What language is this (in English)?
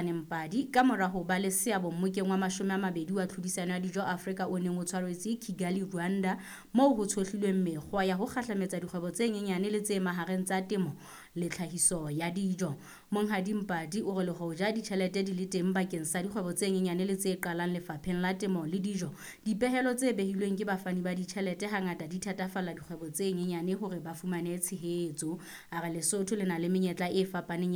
Southern Sotho